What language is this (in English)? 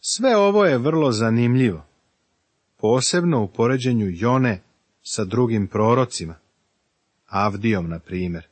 Serbian